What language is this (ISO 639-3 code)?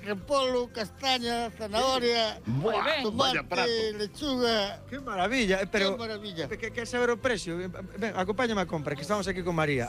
glg